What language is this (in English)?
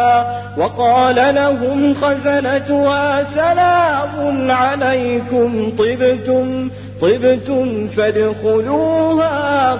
Arabic